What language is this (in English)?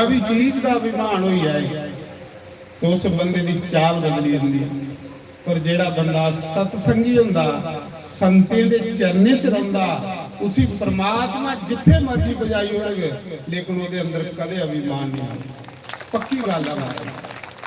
Dogri